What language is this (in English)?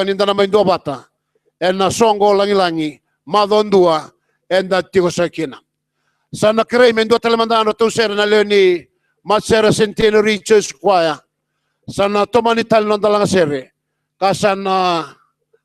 Fijian